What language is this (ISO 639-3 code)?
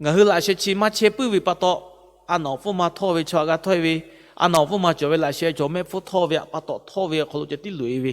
lhu